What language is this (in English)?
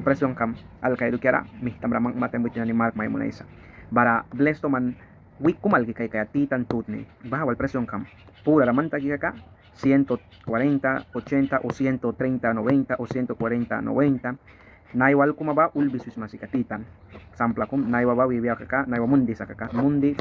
Mískito